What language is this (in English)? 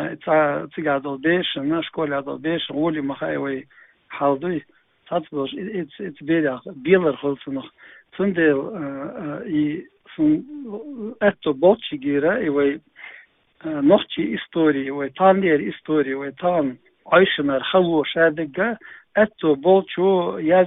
Chechen